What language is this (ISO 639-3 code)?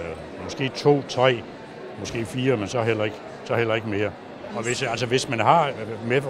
dan